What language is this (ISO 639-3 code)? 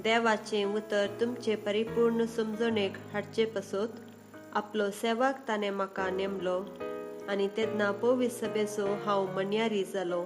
kok